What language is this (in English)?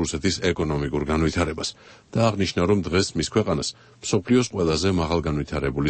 Georgian